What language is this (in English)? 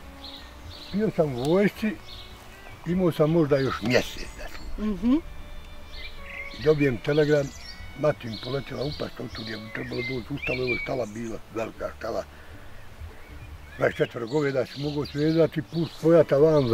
Bosnian